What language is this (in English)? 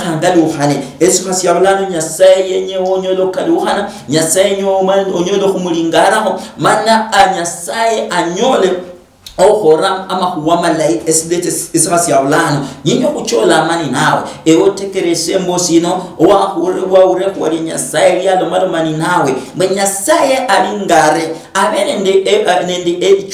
Luyia